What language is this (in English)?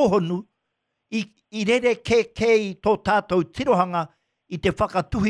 Māori